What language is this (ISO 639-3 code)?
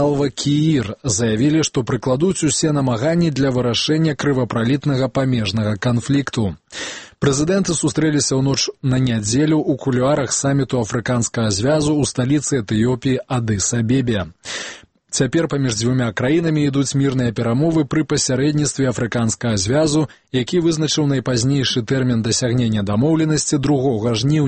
bel